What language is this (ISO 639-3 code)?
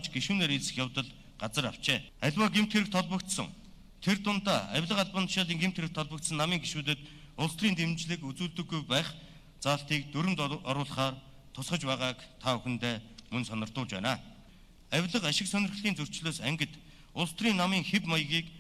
mon